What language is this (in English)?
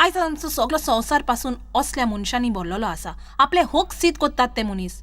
Konkani